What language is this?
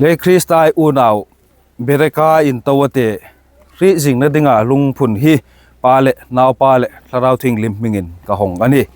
Hmar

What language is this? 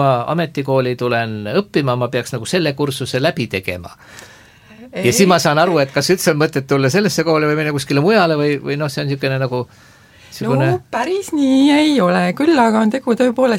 Estonian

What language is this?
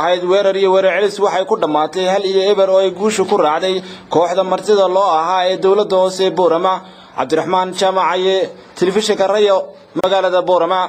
Somali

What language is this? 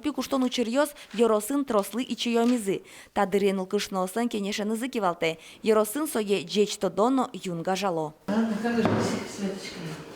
Udmurt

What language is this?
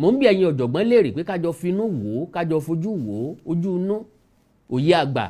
Yoruba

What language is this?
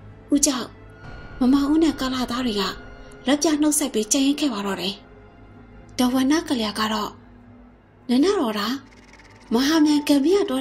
Burmese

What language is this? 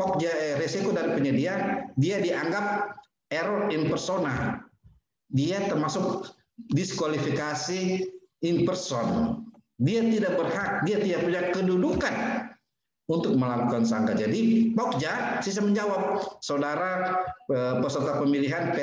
Indonesian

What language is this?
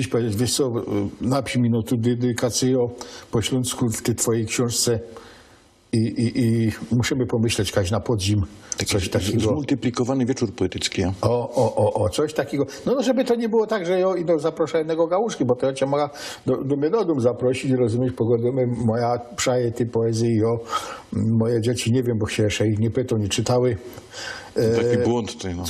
Silesian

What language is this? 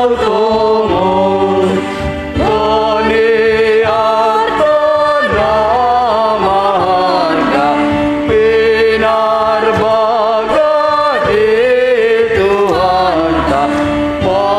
Batak Simalungun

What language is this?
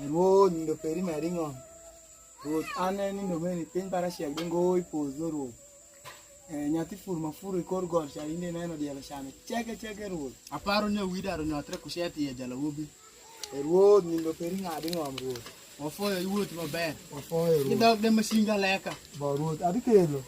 Alur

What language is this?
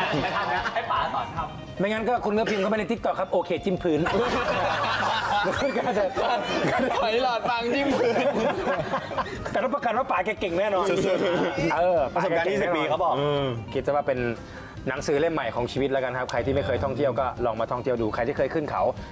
Thai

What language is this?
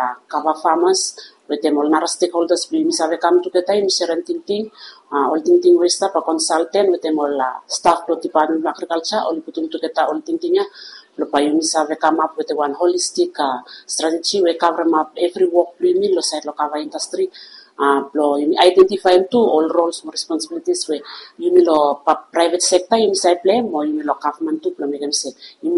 Bislama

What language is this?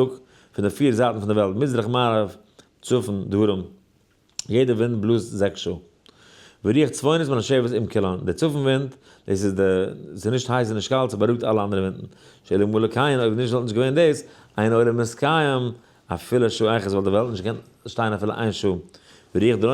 Yiddish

